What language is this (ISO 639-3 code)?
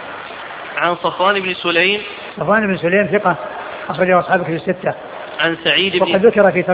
ara